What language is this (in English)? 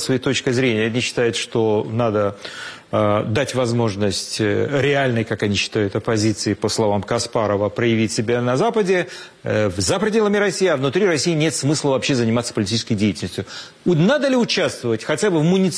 Russian